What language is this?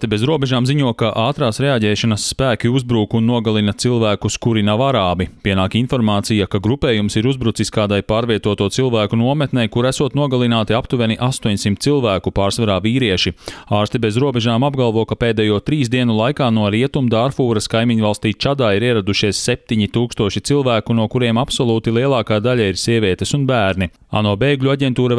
Latvian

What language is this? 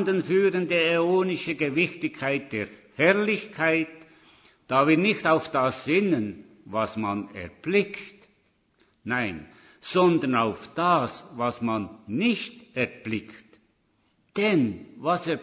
German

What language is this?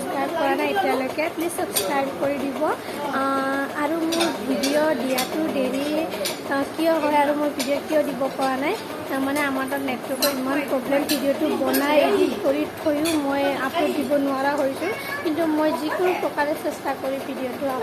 Assamese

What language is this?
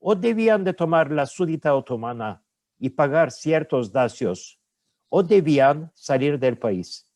Ladino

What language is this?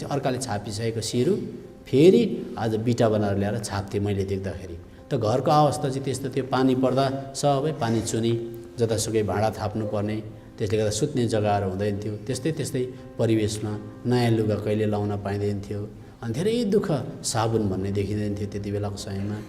Nepali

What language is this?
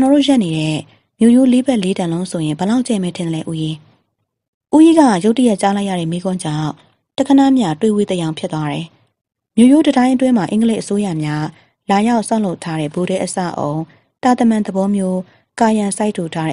Burmese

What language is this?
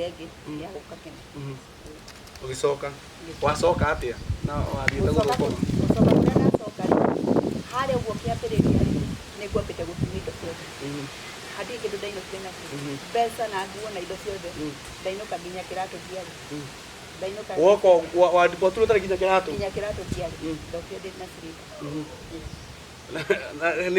Kikuyu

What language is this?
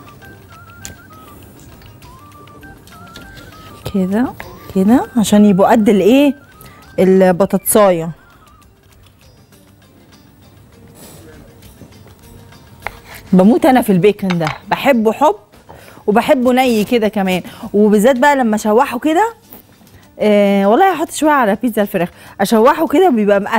Egyptian Arabic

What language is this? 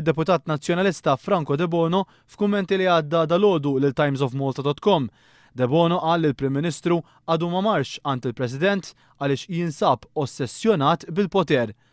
Maltese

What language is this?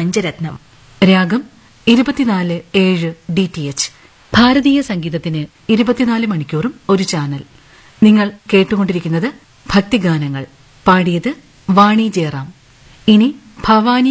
Malayalam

